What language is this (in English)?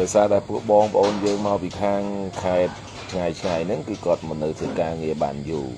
Khmer